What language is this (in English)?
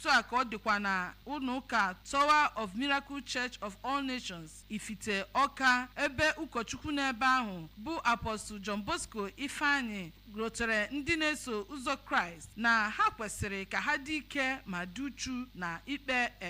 Igbo